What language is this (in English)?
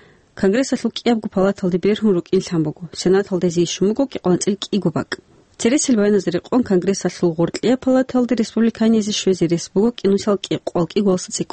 Avaric